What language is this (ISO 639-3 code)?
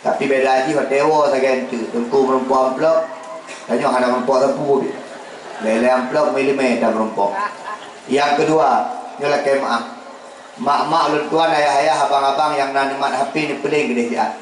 ace